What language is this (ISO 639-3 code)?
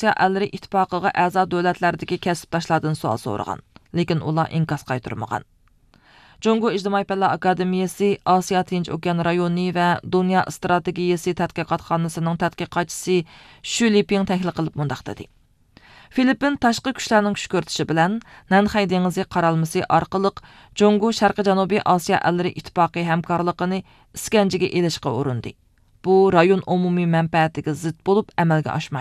uig